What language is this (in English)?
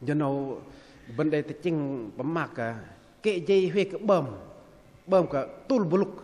Bahnar